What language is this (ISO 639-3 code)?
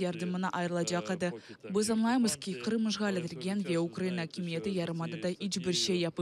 crh